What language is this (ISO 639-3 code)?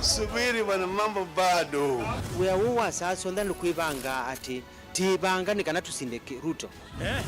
kam